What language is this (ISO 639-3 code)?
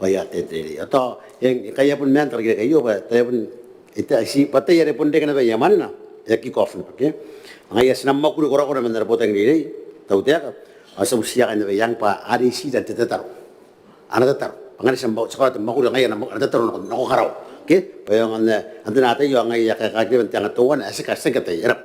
gil